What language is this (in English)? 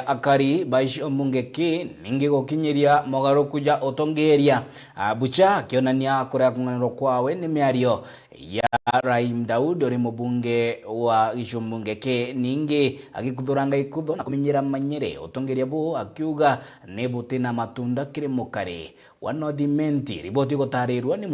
Meru